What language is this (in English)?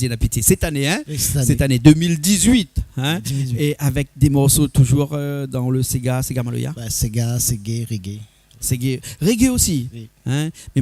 Réunion Creole French